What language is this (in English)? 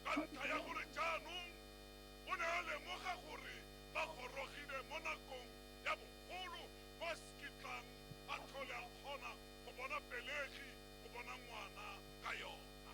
Tswana